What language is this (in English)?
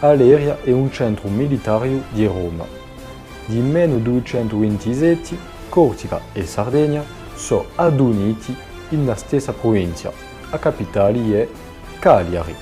Corsican